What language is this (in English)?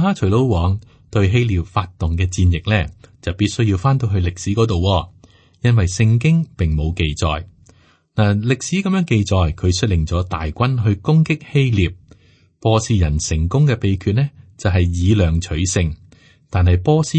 Cantonese